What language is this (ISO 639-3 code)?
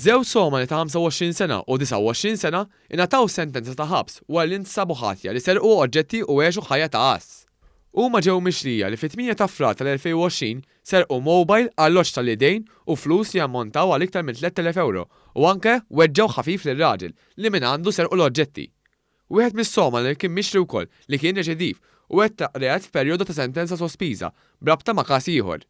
mlt